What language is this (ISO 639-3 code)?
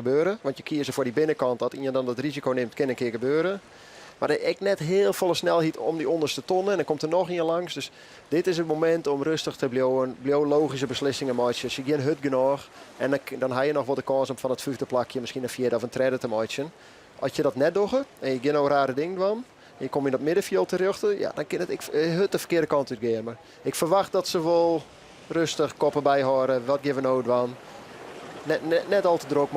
fry